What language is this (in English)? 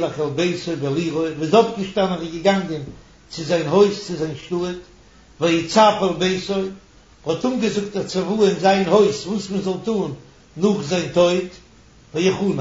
Yiddish